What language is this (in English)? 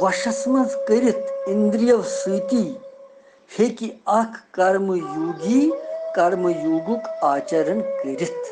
Kashmiri